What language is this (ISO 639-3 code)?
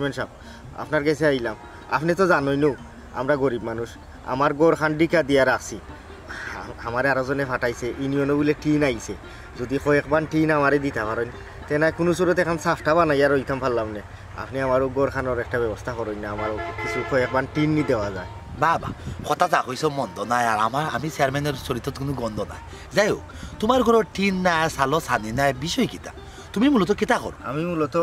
syl